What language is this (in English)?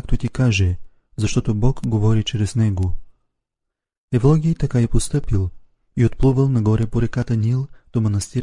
Bulgarian